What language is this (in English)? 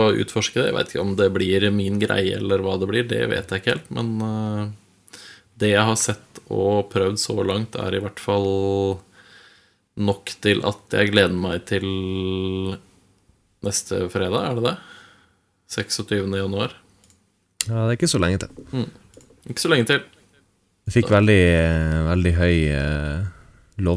Norwegian